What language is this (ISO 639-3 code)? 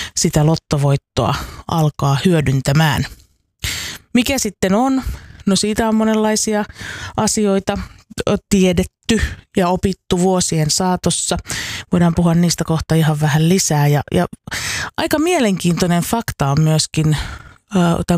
fin